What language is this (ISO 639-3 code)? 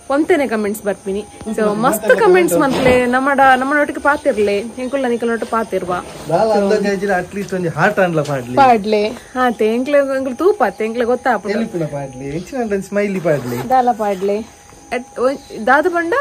tcy